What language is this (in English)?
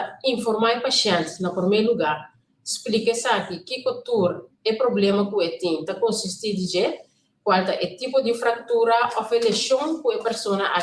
Papiamento